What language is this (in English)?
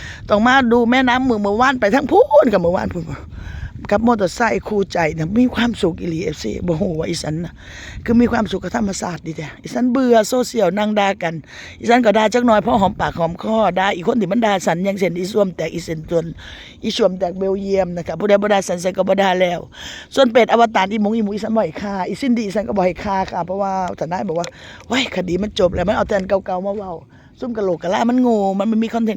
Northeastern Thai